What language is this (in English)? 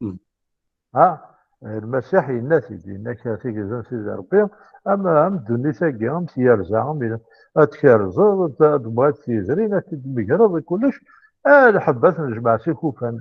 Kabyle